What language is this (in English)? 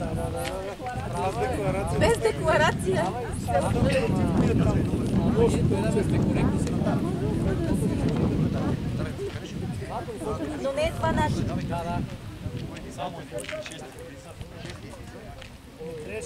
Bulgarian